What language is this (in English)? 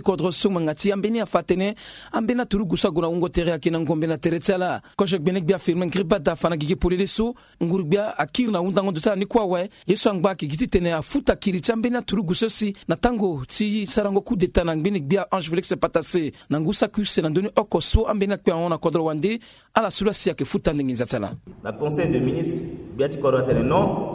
Sango